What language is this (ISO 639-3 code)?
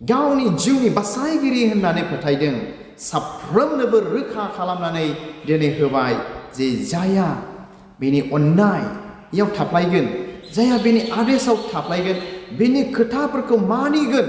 brx